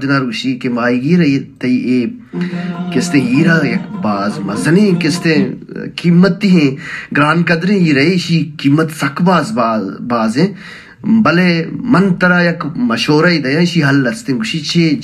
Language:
Baluchi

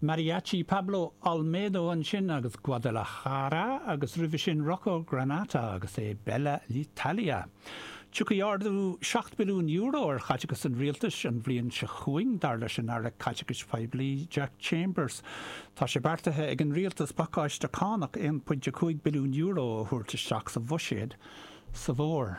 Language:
Irish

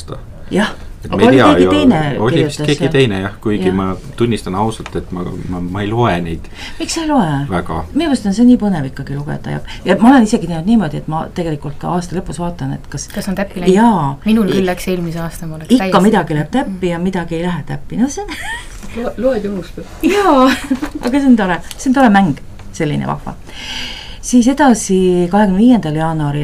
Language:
Estonian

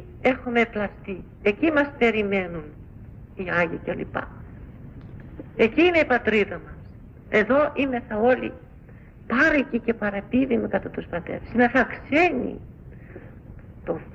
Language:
Greek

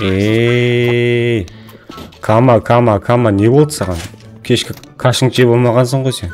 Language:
Kara-Kalpak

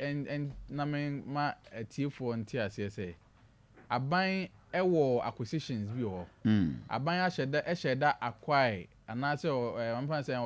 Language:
Akan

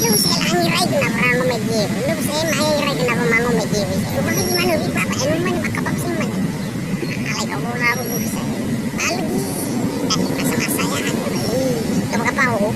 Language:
Nias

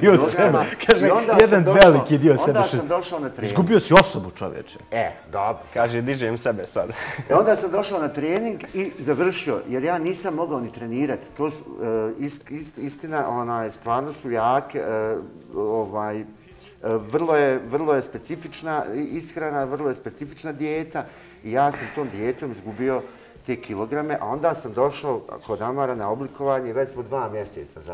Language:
Bosnian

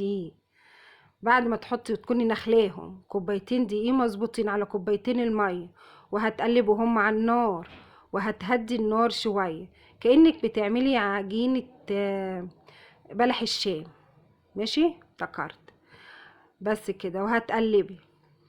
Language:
Egyptian Arabic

